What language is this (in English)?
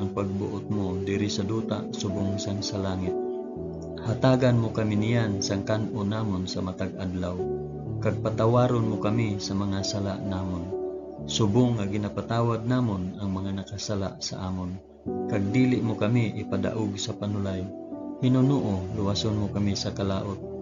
Hiligaynon